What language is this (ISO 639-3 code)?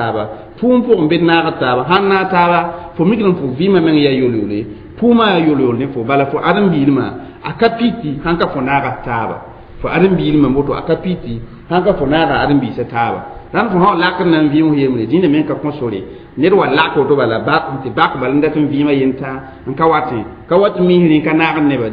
mos